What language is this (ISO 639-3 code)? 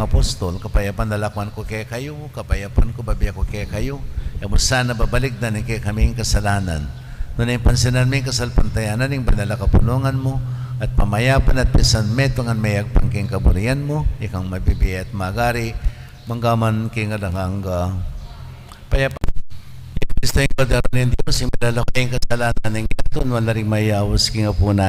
pam